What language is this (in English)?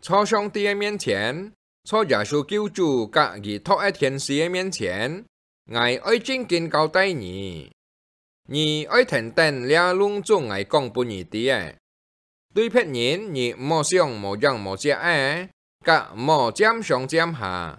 Hakka Chinese